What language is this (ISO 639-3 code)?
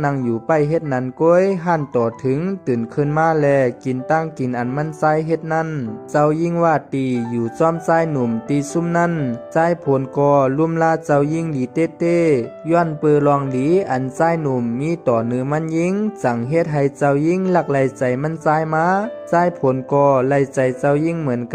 shn